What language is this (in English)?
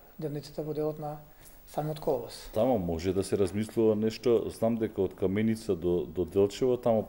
Macedonian